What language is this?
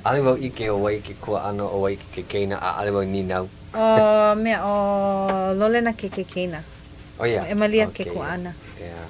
Hawaiian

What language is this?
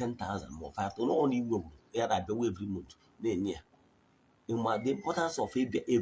Igbo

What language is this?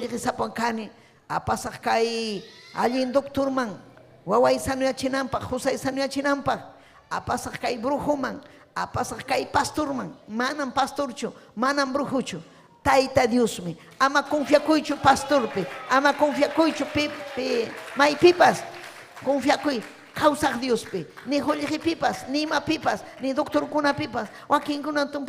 Ayacucho Quechua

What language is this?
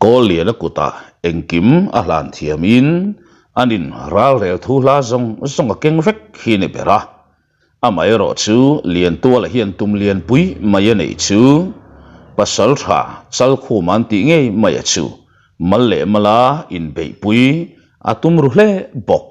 Mizo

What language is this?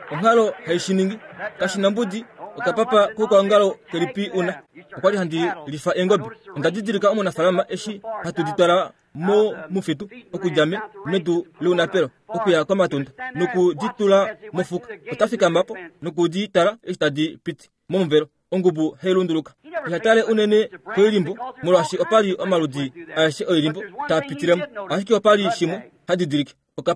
Kuanyama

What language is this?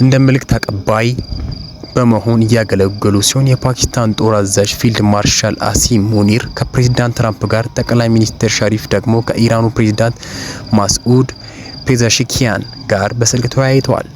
Amharic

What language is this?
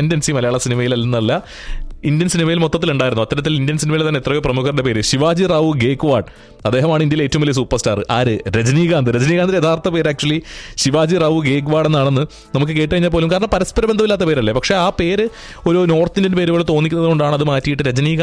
Malayalam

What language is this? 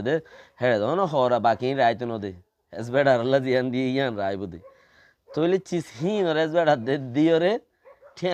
Rohingya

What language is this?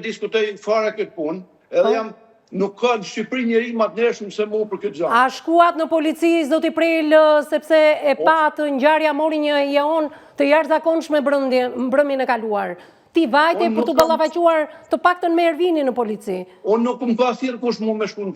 Albanian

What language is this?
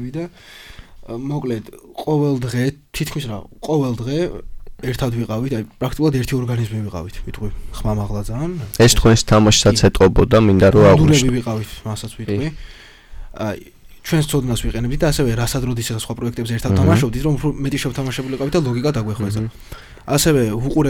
Georgian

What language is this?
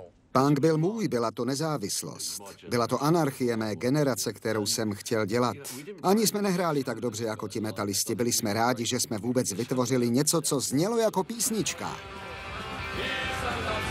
Czech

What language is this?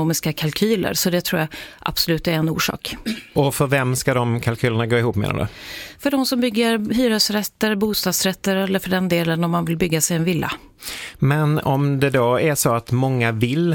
Swedish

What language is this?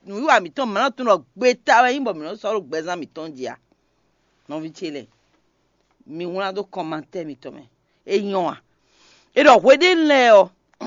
Fon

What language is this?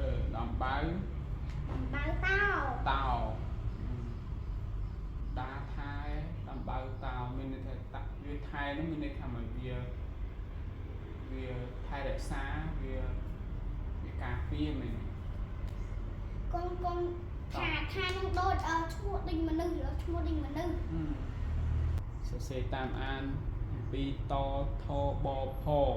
Khmer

